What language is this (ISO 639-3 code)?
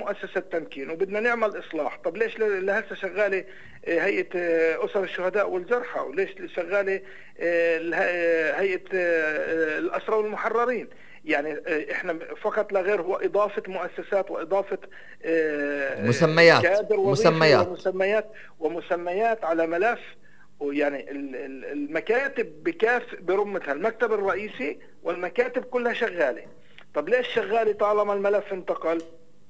ajp